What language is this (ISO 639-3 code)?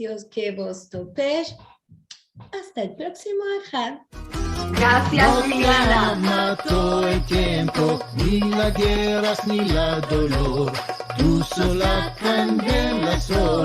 lad